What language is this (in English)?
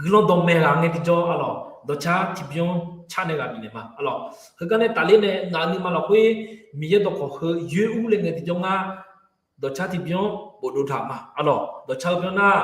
Akha